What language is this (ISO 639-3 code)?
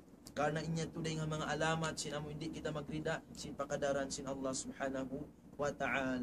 tsg